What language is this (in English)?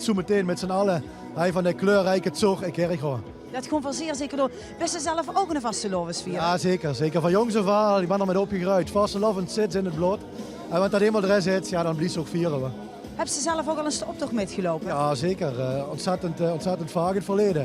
Limburgish